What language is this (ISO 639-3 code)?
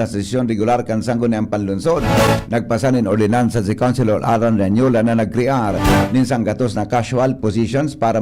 bik